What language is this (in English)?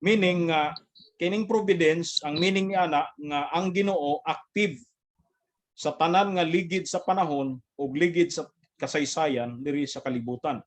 Cebuano